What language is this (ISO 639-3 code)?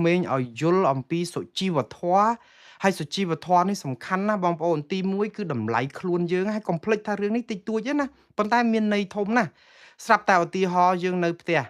khm